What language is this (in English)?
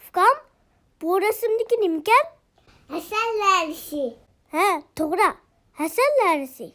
Uyghur